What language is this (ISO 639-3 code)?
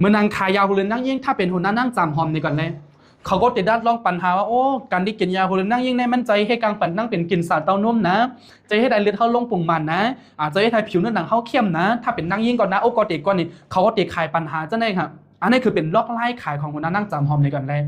shn